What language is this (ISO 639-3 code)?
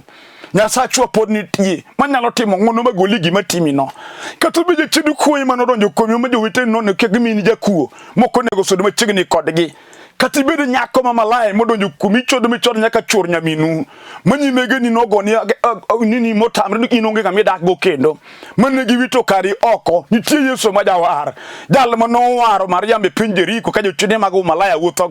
luo